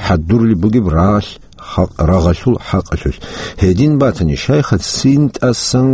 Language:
Avaric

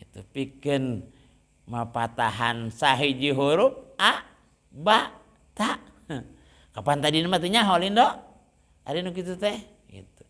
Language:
Sundanese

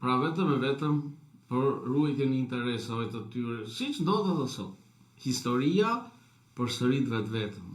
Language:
Albanian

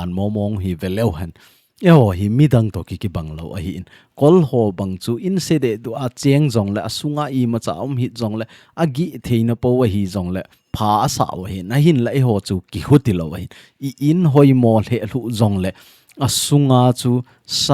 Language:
Thado Chin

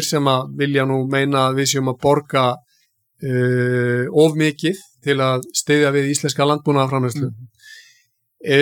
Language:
Icelandic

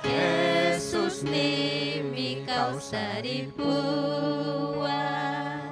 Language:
Ayacucho Quechua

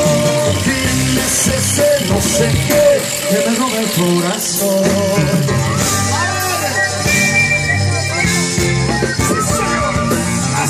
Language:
Spanish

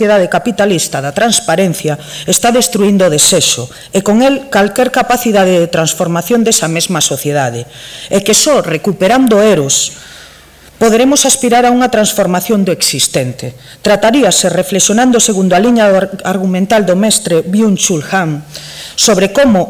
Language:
Galician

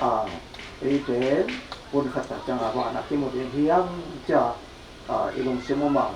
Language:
Tedim Chin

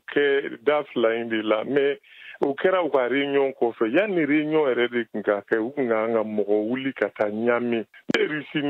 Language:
Bambara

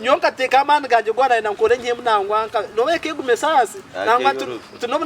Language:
Nyankole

